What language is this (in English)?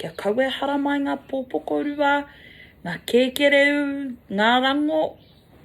Māori